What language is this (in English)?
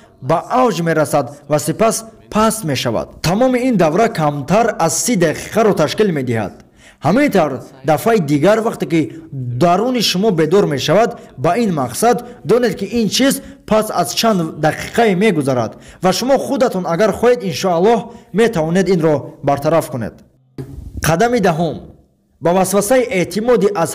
Tajik